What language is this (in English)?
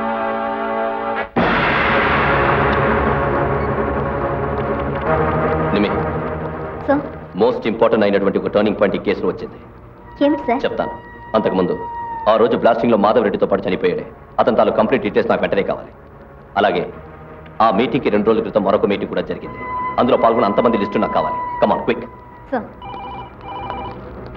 Telugu